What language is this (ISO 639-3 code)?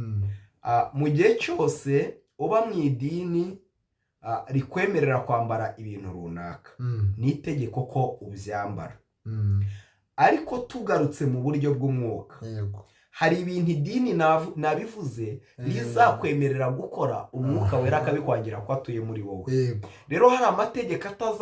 kin